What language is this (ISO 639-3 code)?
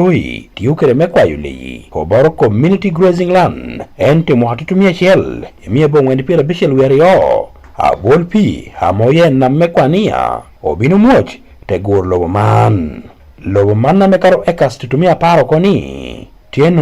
ach